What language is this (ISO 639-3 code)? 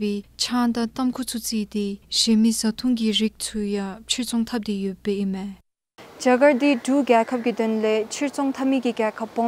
dzo